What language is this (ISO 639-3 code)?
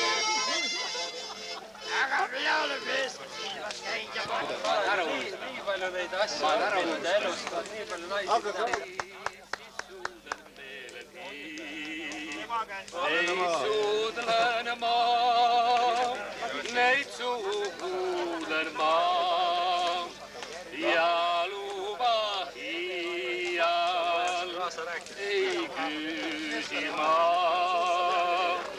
est